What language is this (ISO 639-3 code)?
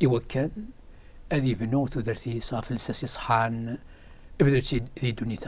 kab